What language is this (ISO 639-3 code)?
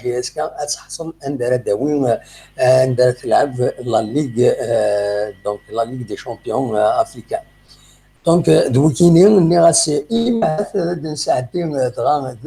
kab